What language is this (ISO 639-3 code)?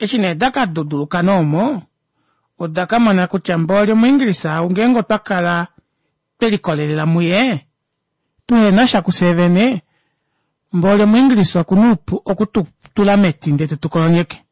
kua